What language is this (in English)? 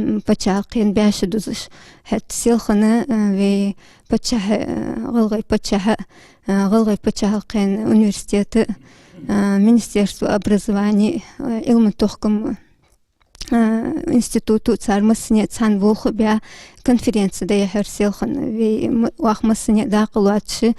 Ingush